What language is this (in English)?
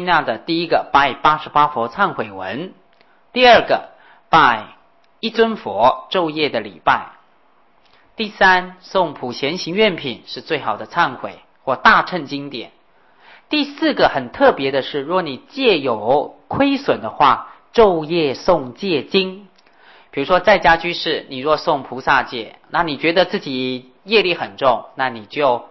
Chinese